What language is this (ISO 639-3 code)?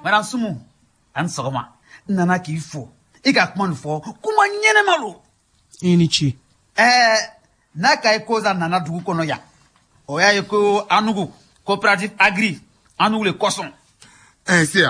bam